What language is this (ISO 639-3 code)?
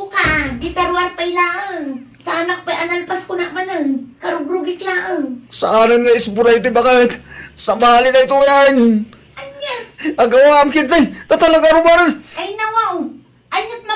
ilo